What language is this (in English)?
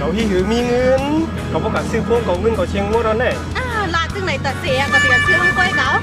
Shan